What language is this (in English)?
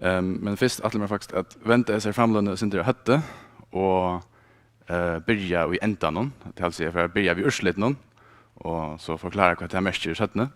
Faroese